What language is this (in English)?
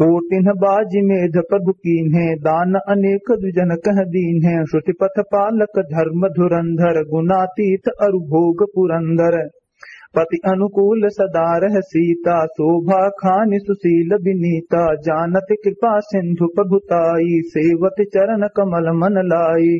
Awadhi